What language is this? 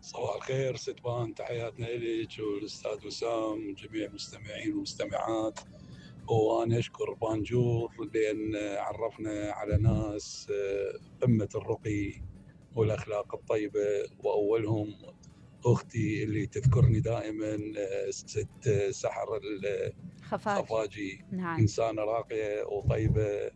Mesopotamian Arabic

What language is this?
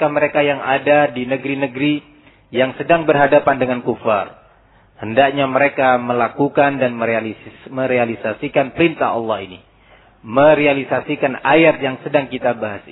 Indonesian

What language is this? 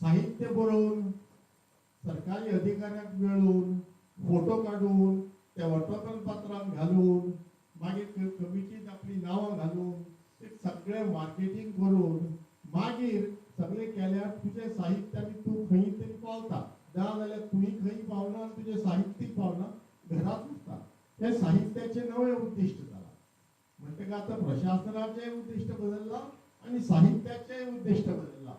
Konkani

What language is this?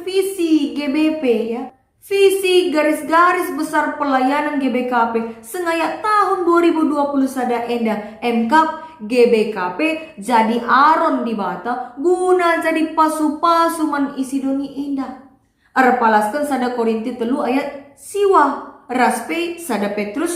Batak Karo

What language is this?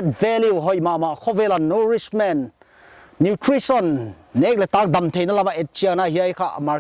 Paite Chin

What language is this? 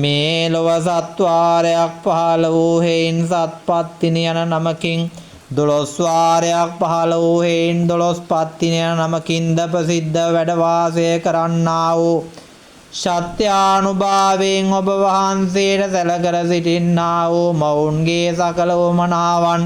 Sinhala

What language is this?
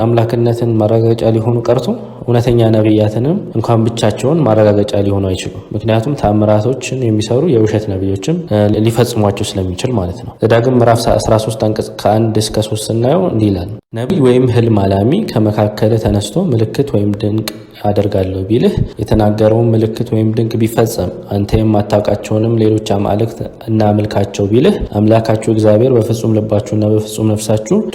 Amharic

